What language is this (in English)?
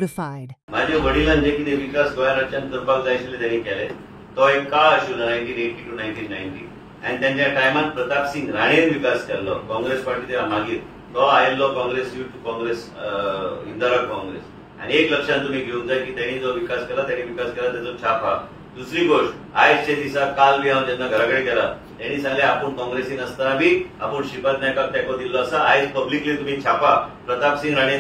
Konkani